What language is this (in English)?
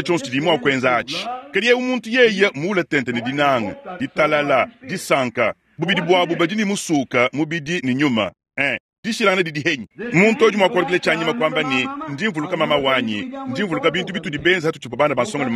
Luba-Lulua